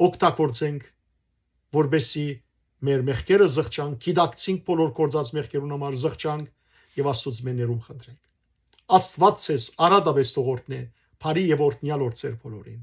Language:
Western Armenian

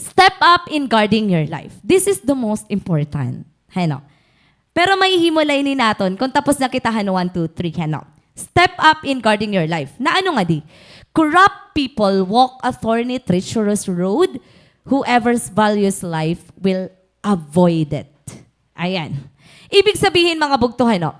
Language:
Waray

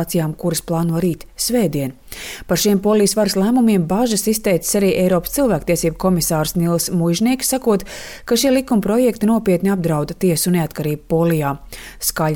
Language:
Latvian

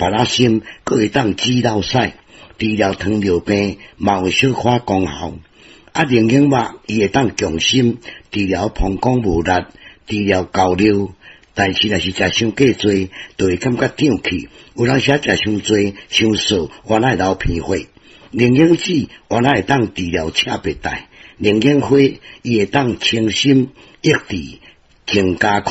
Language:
Min Nan Chinese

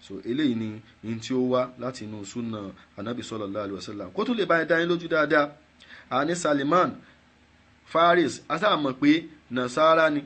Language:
Yoruba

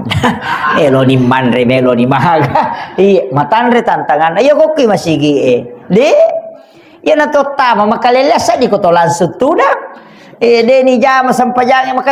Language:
Buginese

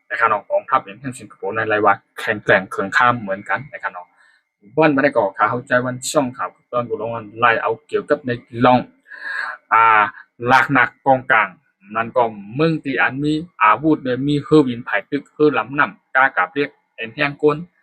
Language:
Shan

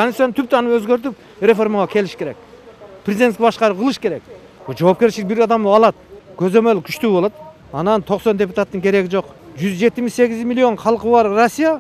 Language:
Kyrgyz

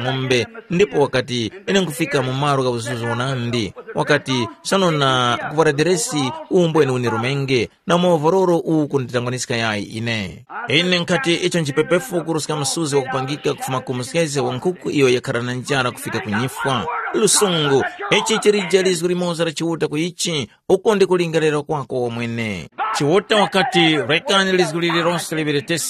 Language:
Tumbuka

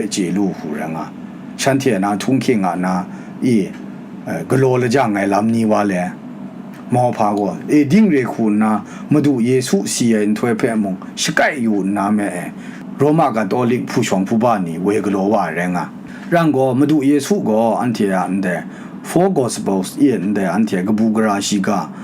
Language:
Kachin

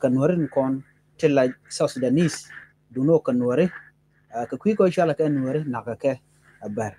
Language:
Nuer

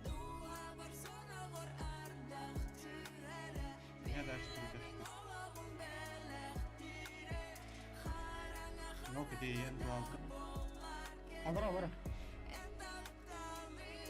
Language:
Yakut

